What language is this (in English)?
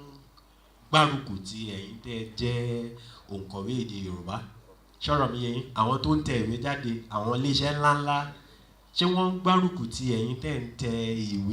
Yoruba